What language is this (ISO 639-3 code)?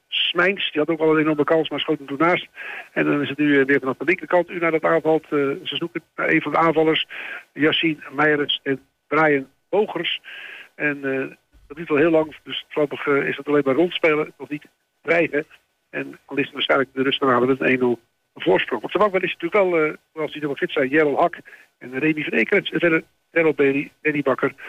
nld